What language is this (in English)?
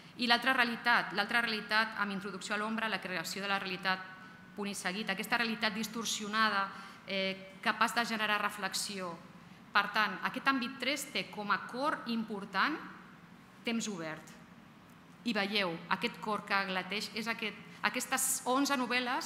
Catalan